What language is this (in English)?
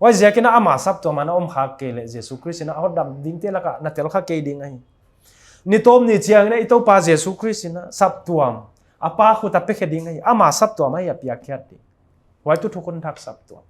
Paite Chin